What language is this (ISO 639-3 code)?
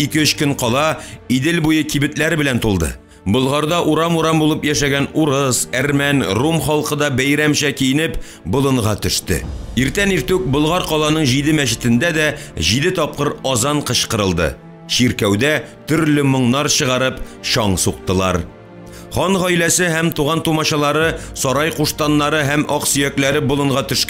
tat